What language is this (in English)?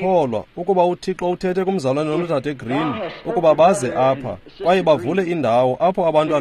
Xhosa